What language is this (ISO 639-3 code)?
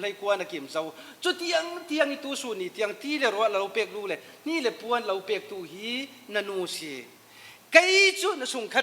cfm